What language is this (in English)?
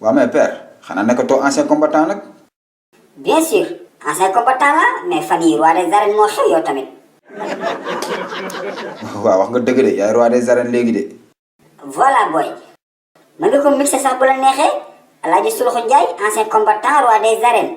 Wolof